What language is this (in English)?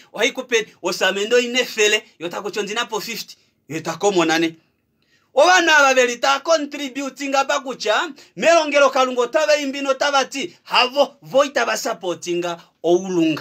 Kuanyama